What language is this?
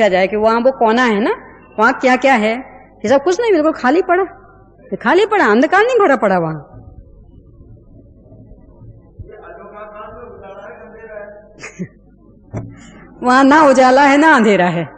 Hindi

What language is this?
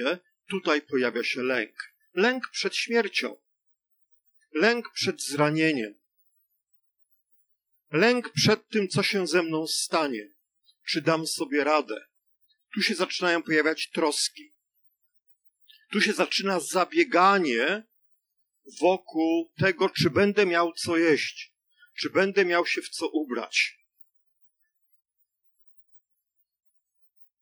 Polish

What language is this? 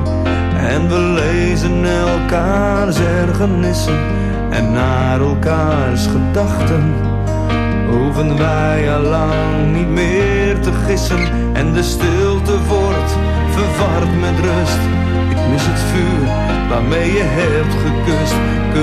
Dutch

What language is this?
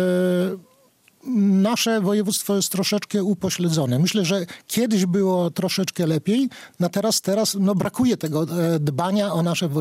Polish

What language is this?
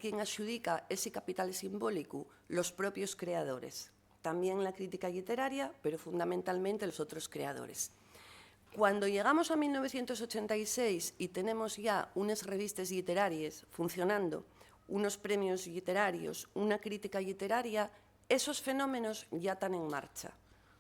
Asturian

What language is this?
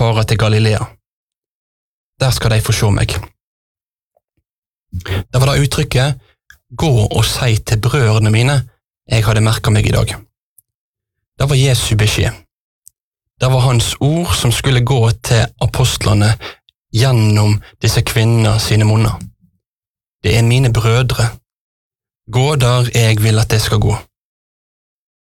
Norwegian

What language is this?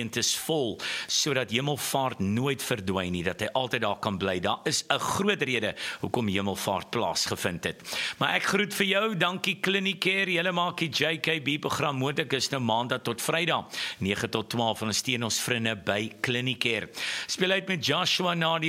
Afrikaans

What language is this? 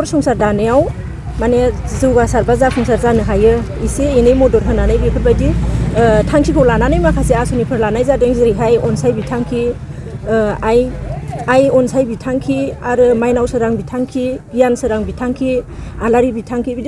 Bodo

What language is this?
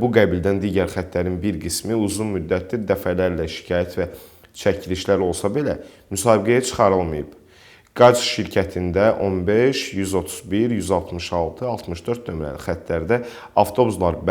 Azerbaijani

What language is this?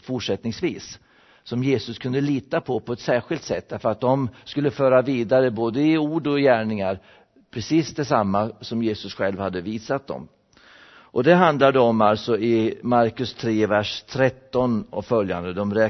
Swedish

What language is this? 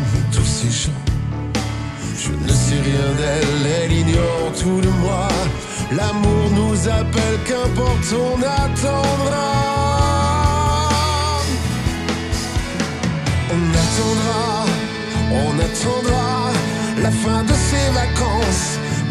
French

